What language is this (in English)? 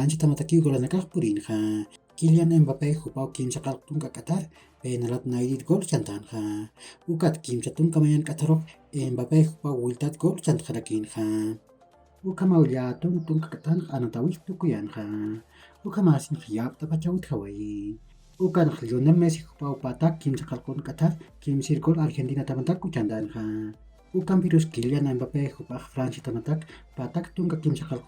Aymara